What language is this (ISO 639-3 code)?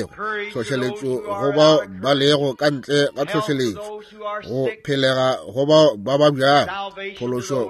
nso